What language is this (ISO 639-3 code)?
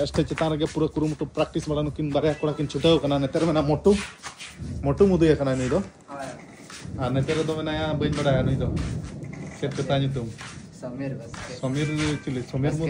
sat